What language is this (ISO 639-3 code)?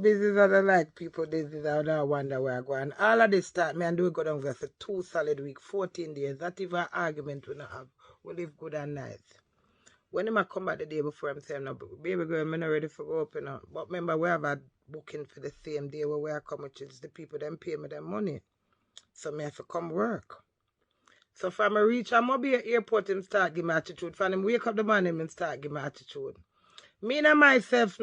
jam